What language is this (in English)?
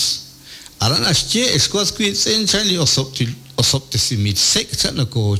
Kekchí